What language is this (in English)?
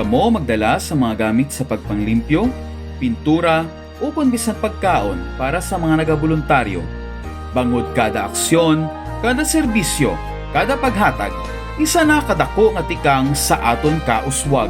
Hiligaynon